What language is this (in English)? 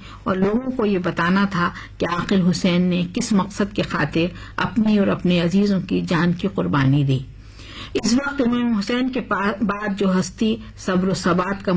Urdu